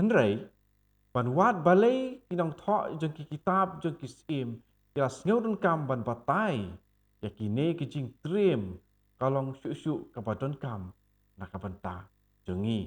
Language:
Khasi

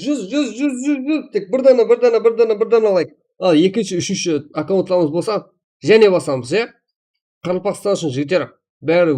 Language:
Kara-Kalpak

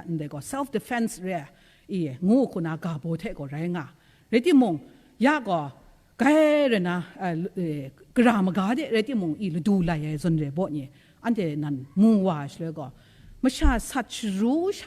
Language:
Kachin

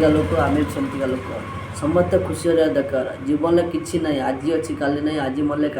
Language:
Odia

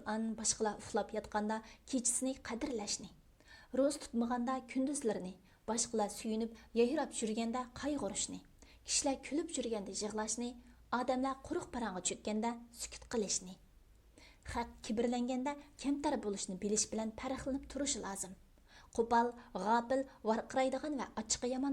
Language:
Uyghur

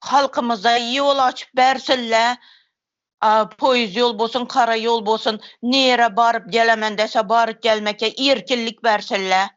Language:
Turkmen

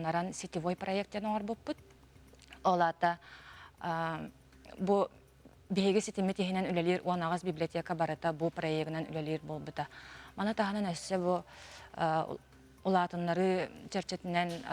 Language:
Yakut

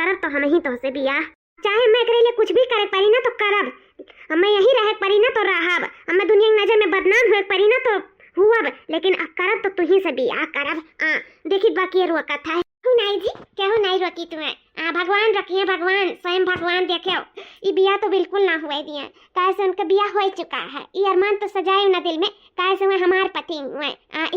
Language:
Awadhi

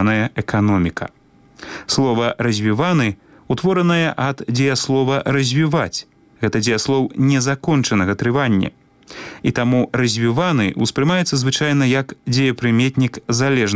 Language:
Belarusian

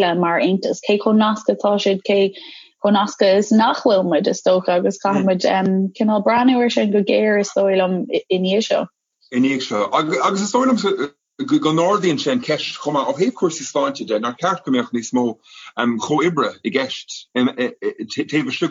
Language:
Irish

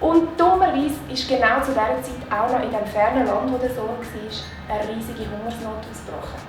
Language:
Swiss German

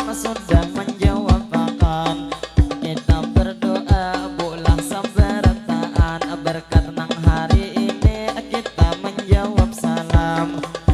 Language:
Banjar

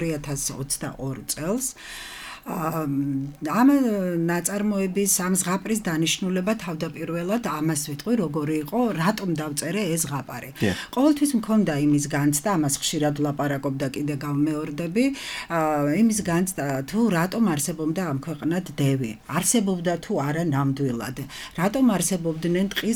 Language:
Georgian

